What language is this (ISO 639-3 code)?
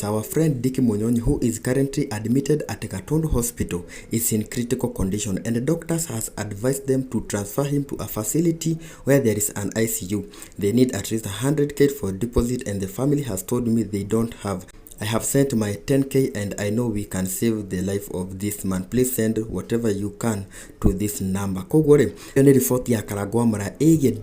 kik